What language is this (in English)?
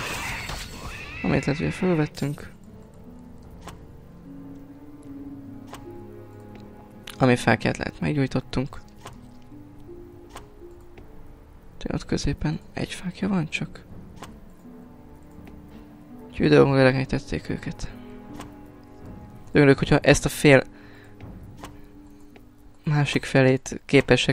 Hungarian